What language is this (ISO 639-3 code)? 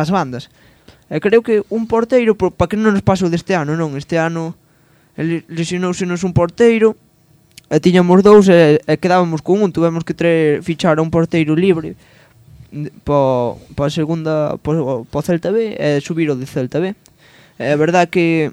glg